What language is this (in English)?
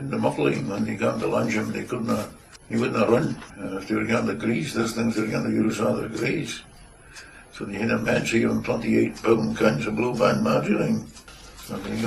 Scots